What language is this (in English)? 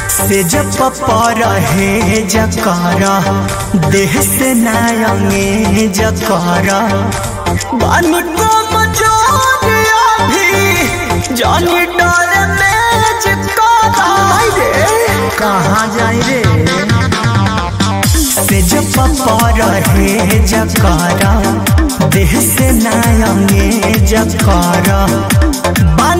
Bhojpuri